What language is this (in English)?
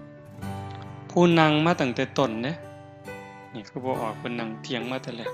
Northeastern Thai